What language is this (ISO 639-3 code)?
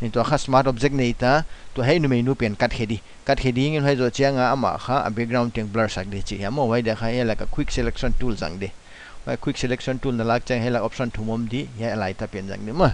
pck